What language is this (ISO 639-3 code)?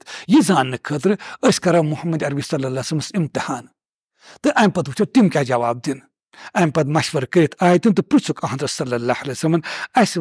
kas